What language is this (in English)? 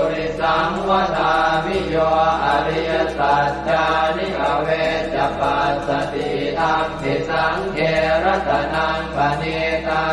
Pali